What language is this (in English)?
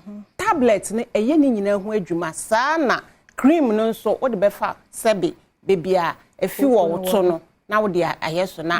Akan